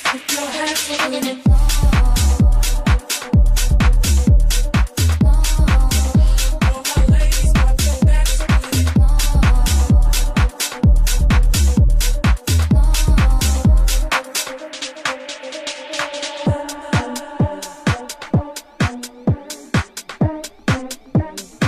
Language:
Kara-Kalpak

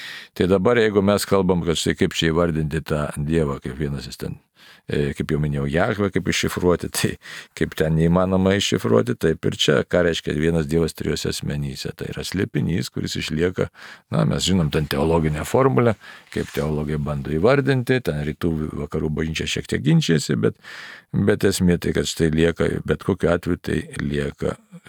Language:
Lithuanian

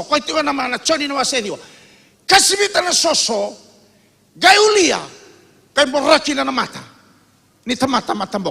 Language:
Fijian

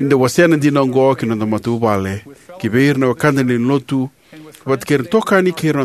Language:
Fijian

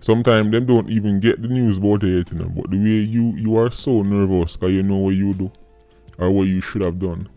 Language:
Jamaican Creole English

